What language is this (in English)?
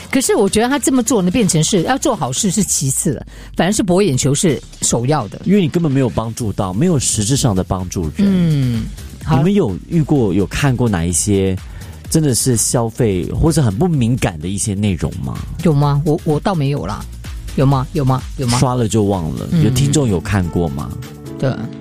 Chinese